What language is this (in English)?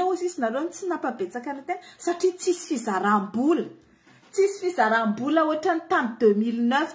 Malagasy